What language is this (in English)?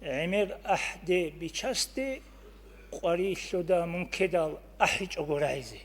Avaric